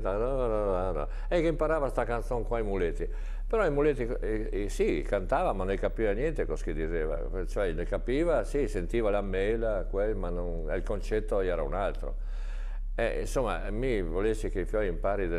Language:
Italian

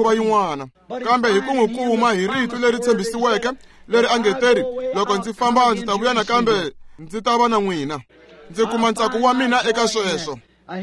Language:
Tsonga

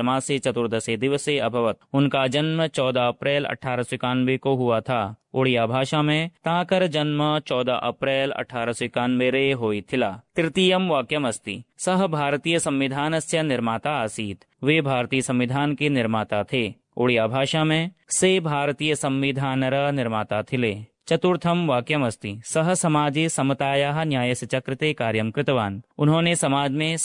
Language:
Sanskrit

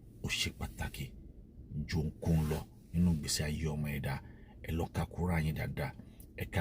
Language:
Yoruba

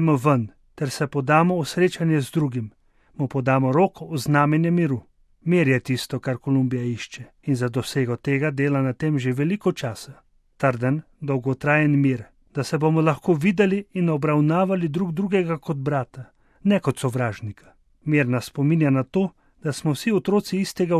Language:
Slovenian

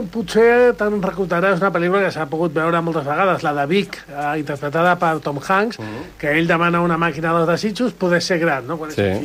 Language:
Catalan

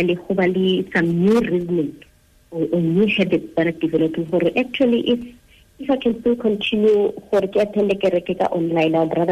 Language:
Tswana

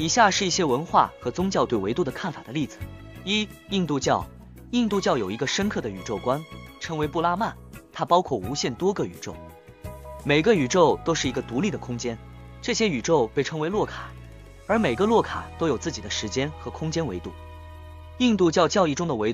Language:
Chinese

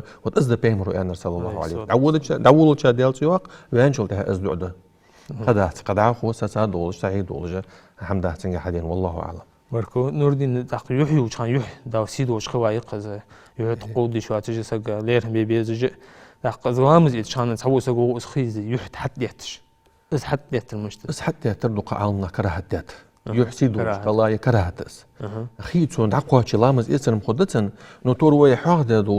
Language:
Ingush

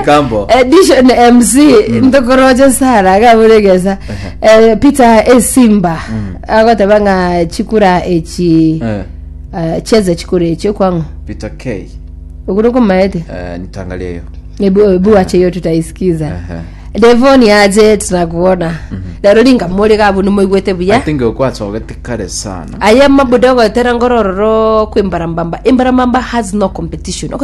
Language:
Gusii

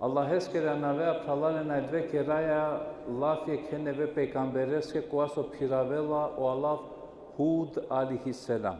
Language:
Balkan Romani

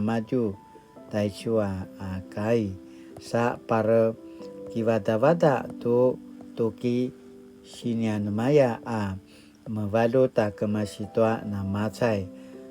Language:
Paiwan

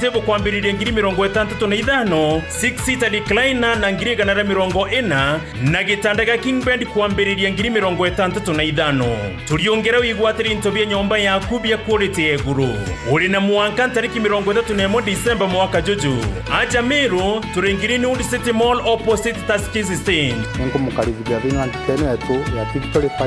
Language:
Meru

